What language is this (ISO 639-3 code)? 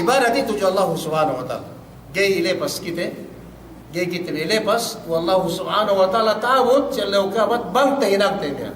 yka